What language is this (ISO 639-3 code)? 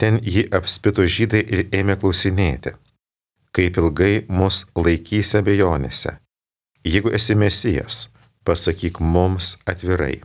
lit